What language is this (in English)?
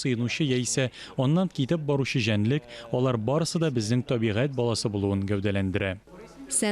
Tatar